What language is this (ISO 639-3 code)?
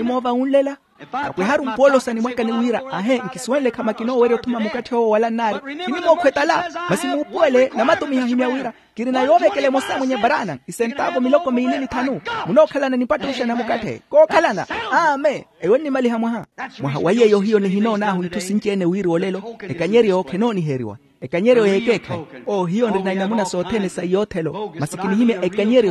vmw